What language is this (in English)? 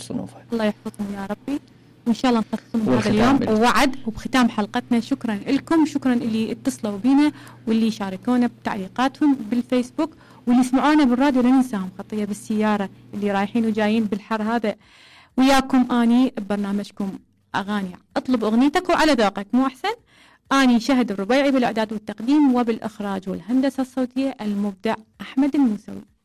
Mesopotamian Arabic